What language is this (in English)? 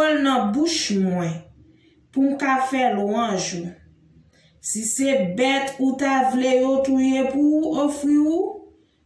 Haitian Creole